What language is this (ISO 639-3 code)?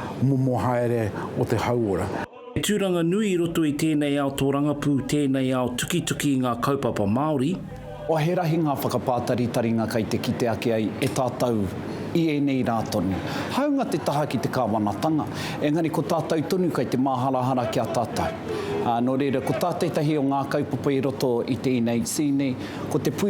mri